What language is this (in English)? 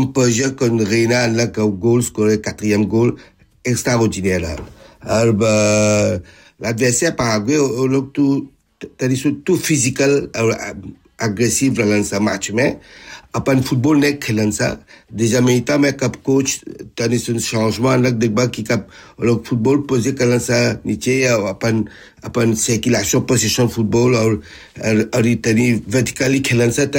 Bhojpuri